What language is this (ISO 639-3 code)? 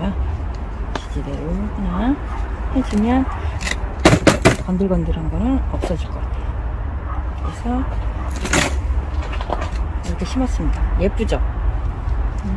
kor